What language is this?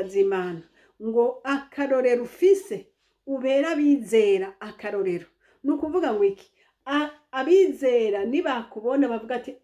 Rundi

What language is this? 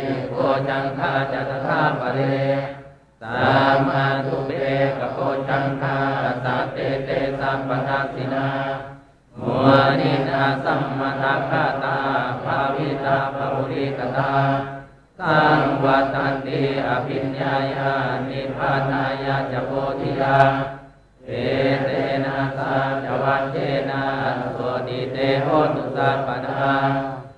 Pali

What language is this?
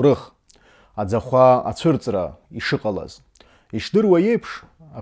Abkhazian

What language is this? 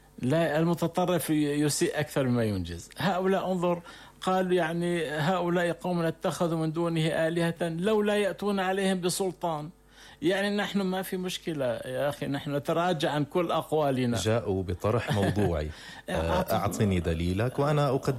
Arabic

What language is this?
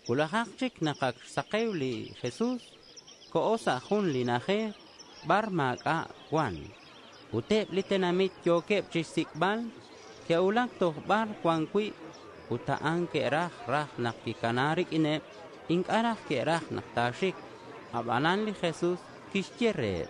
Kekchí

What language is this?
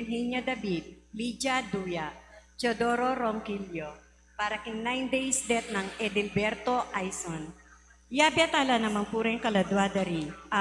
Pampanga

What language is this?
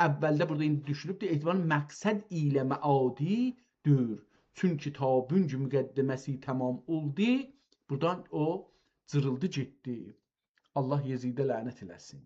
South Azerbaijani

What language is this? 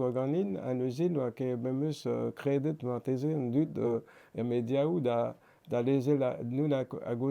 Breton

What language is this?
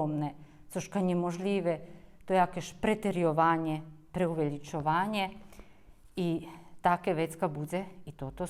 Rusyn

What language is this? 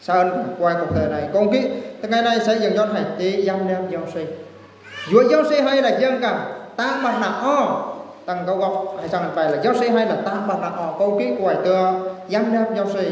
Eastern Bru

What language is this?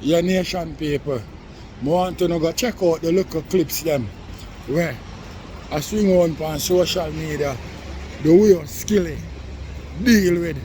Jamaican Creole English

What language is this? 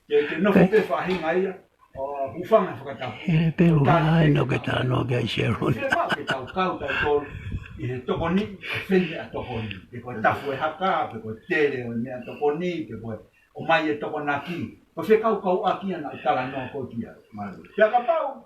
Tongan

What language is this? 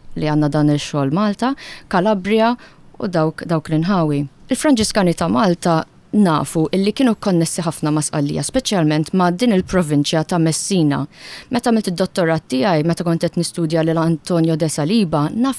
Maltese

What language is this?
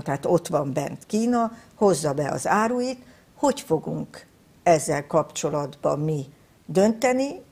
Hungarian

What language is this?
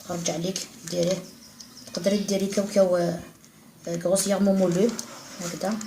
Algerian Arabic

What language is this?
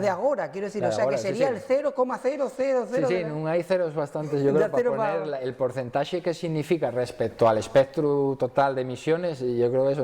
Asturian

